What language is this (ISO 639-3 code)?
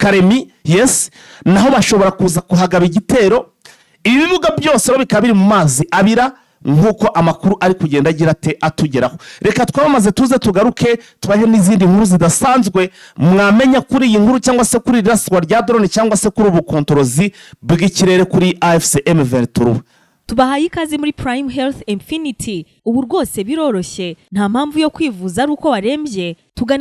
kin